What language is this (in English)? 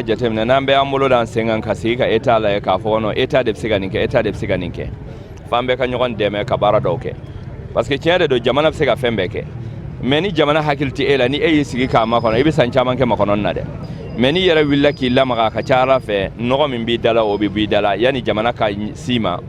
Bambara